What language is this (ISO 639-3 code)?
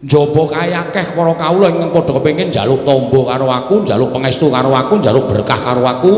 jav